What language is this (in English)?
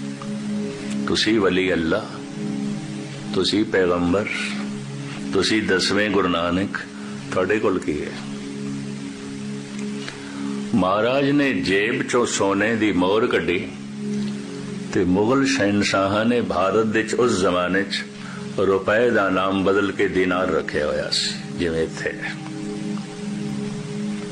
Punjabi